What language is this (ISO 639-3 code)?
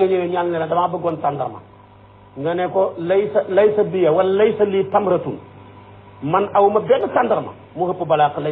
wol